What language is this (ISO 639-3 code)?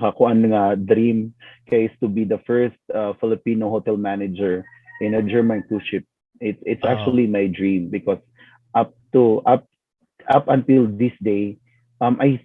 ceb